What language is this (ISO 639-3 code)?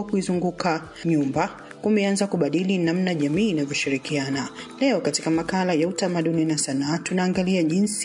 swa